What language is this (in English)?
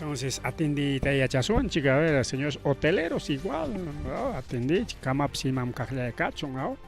Ayacucho Quechua